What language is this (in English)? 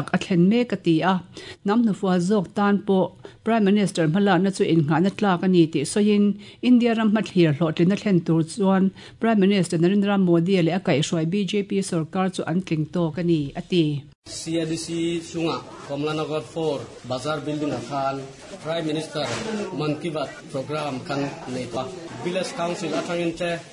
Mizo